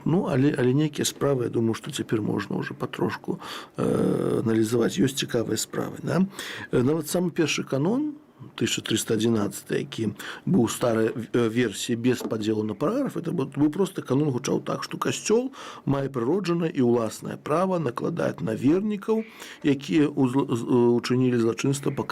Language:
Belarusian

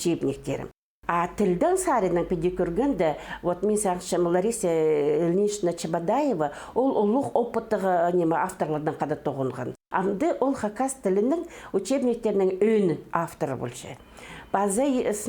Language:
Khakas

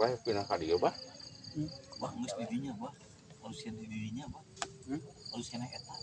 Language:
Sundanese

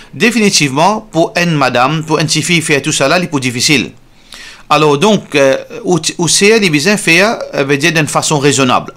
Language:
Morisyen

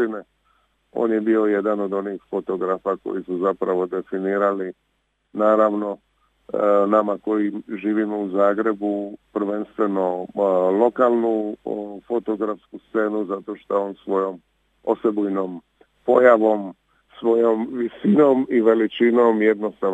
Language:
Croatian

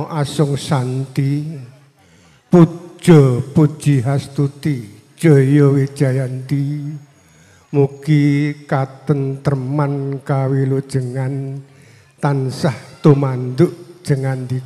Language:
Javanese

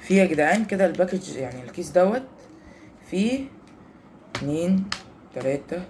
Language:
Egyptian Arabic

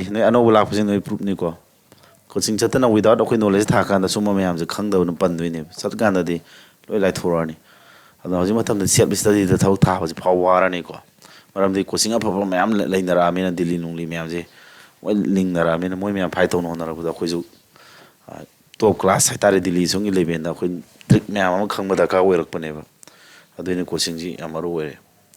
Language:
Manipuri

